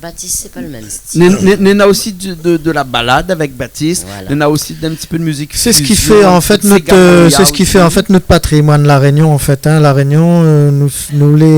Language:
Réunion Creole French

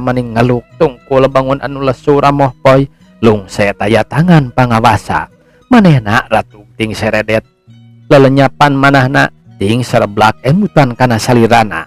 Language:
Sundanese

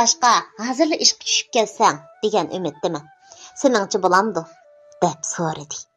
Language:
Uyghur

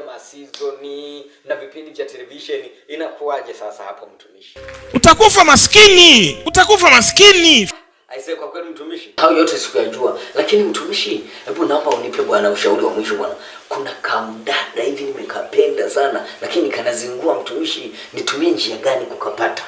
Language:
Swahili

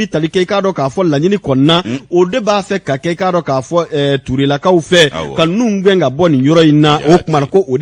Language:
Bambara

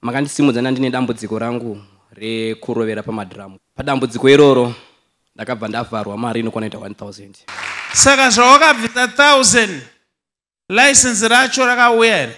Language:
Shona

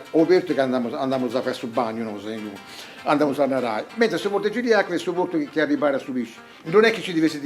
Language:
Sardinian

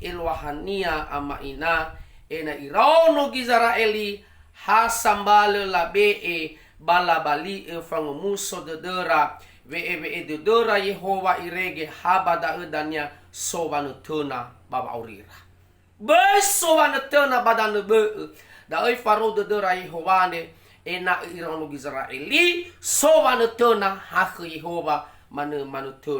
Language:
Nias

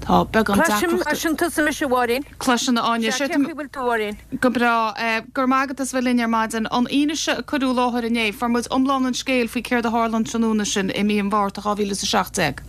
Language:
Irish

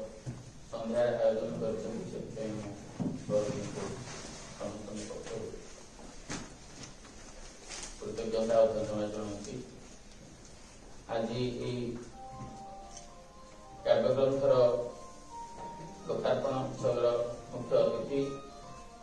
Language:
Odia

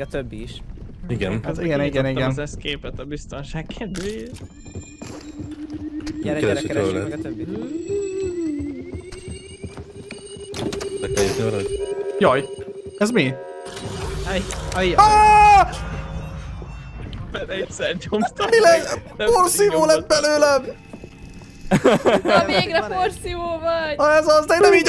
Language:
Hungarian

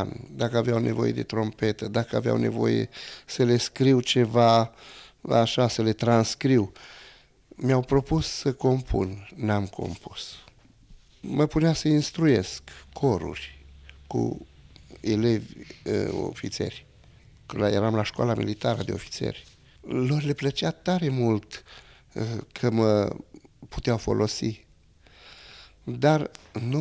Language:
Romanian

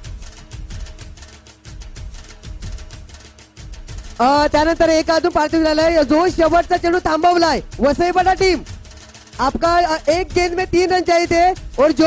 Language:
Marathi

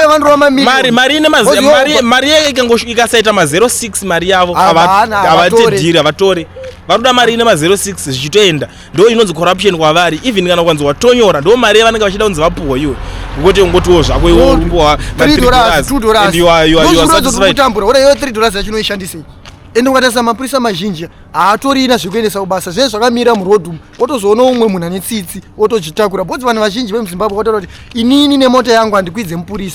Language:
Shona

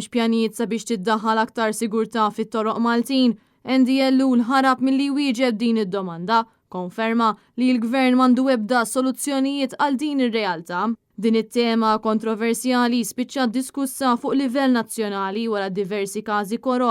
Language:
Maltese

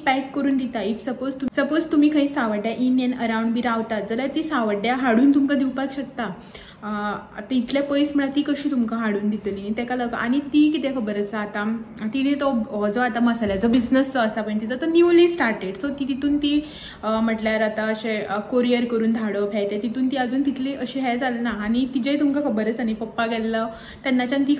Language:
Konkani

